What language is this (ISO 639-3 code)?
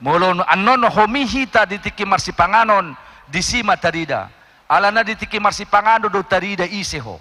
bbc